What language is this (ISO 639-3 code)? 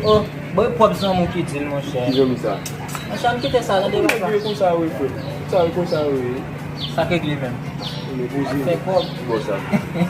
hat